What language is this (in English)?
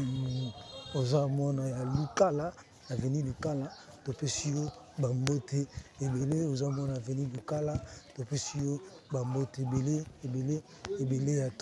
Lingala